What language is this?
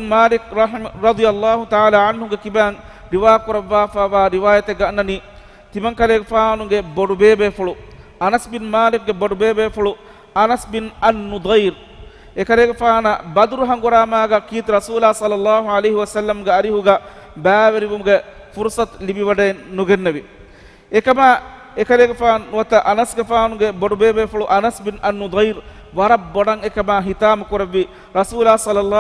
Divehi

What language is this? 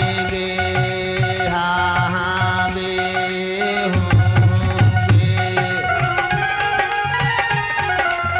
Bundeli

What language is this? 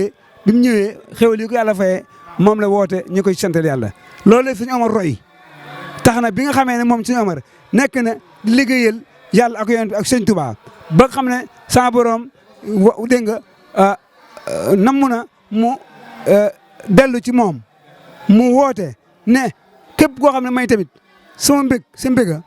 Wolof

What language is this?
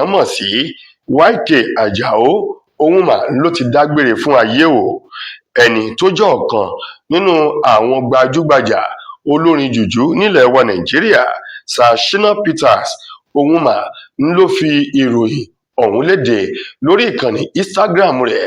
Yoruba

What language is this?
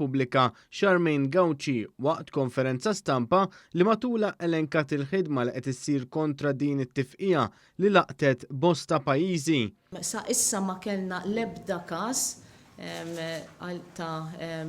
Maltese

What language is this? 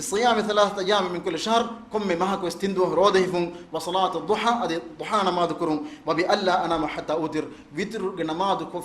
Divehi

